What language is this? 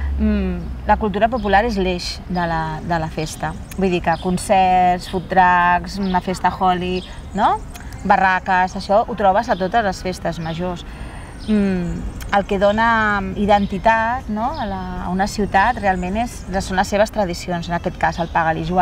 Catalan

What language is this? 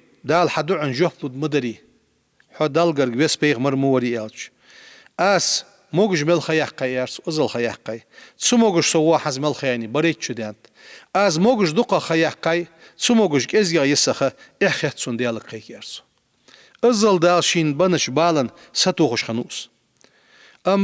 Ingush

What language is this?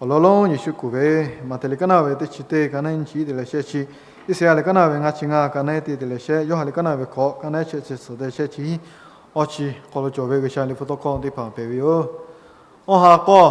Lahu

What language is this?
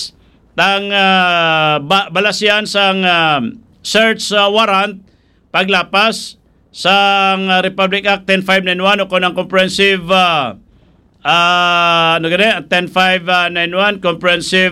Hiligaynon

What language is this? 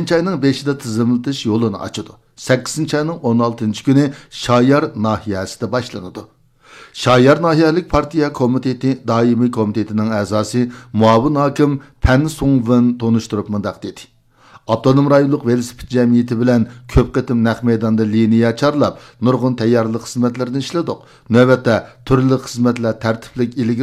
Uyghur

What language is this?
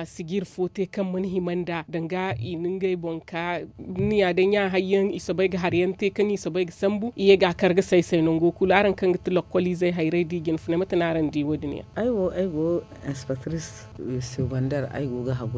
Zarma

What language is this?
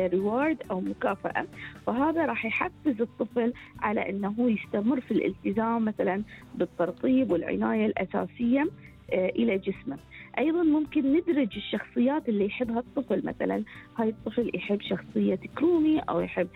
Gulf Arabic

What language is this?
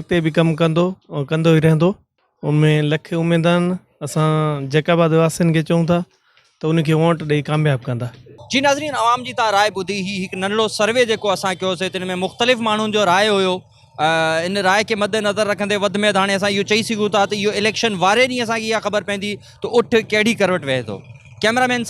Sindhi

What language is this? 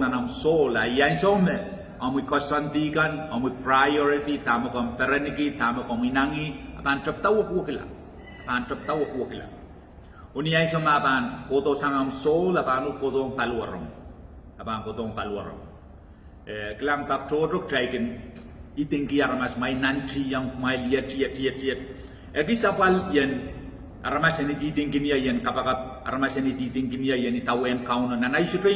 Pohnpeian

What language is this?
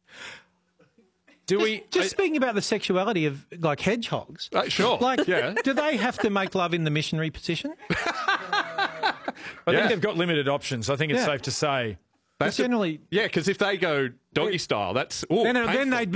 English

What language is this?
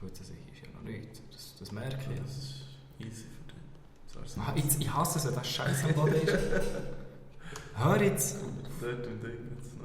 Swiss German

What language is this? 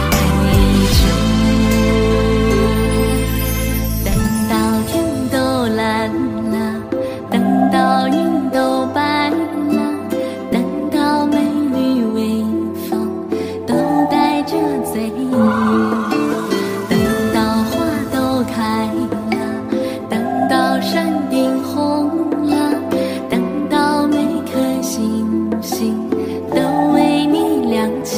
Chinese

